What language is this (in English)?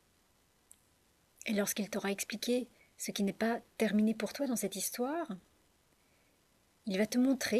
French